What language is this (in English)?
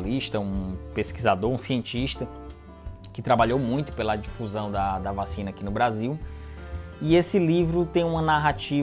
Portuguese